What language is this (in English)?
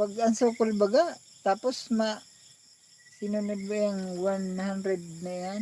Bikol